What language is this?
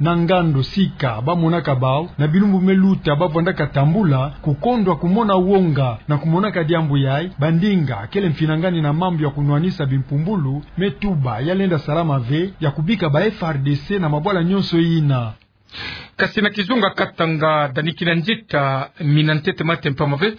Kituba (Democratic Republic of Congo)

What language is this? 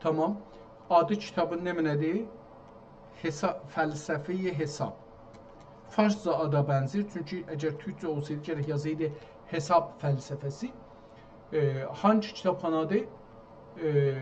South Azerbaijani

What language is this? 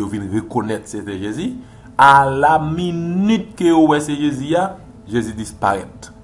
Haitian Creole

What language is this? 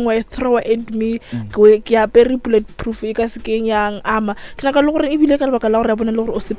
Northern Sotho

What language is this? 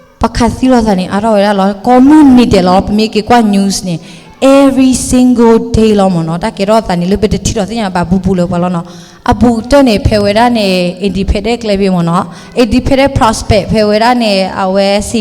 S'gaw Karen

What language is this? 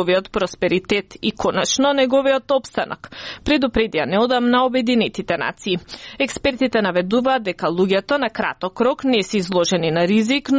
Macedonian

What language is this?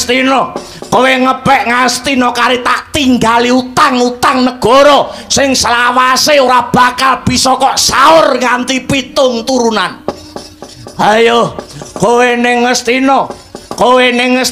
Javanese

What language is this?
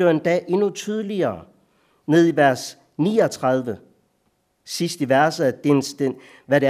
Danish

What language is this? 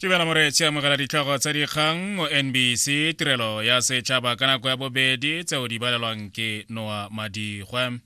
Tswana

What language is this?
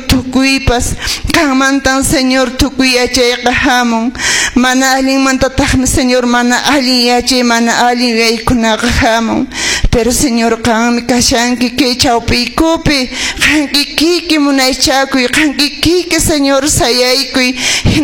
Quechua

